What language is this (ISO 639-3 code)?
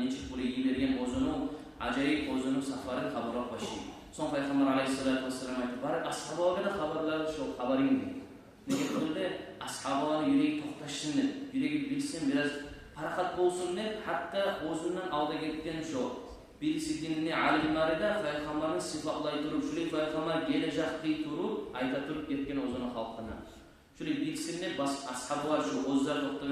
kum